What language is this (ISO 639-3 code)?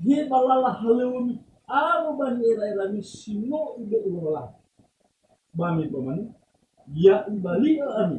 nia